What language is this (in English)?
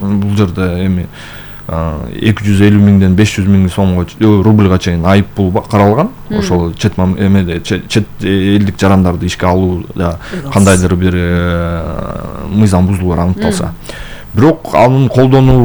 Kyrgyz